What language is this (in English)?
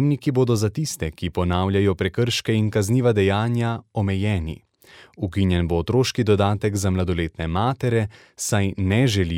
Slovenian